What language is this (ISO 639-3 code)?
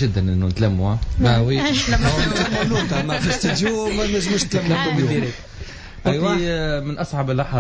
aeb